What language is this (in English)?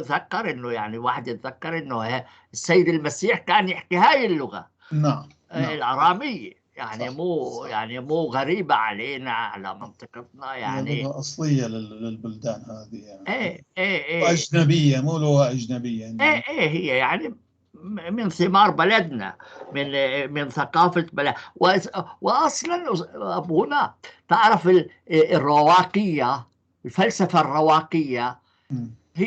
North Levantine Arabic